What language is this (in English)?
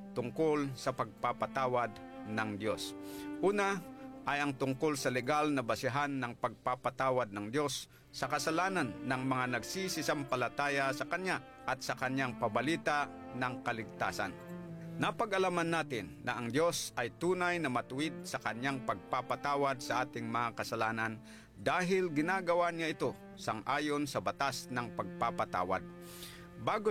Filipino